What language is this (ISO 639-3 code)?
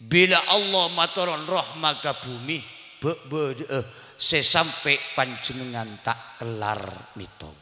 mad